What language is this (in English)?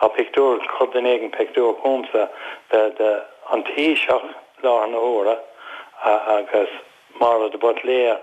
Irish